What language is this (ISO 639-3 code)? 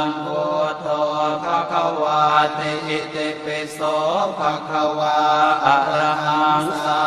pli